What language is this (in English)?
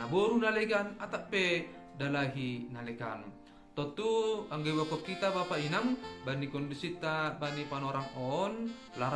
Batak Simalungun